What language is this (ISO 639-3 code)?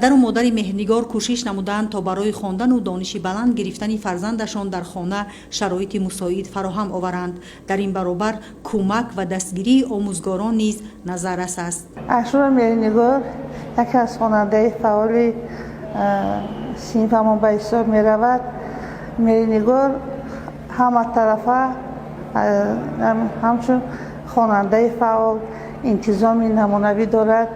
tgk